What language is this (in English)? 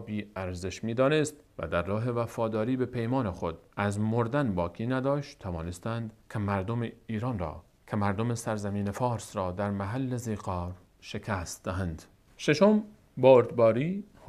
Persian